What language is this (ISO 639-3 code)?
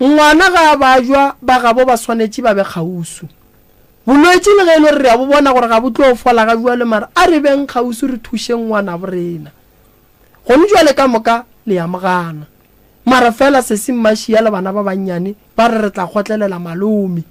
nso